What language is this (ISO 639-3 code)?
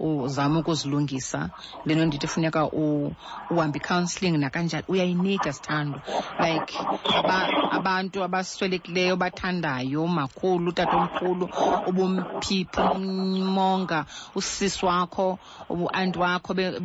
xho